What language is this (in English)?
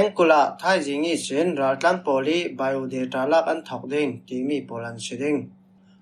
Falam Chin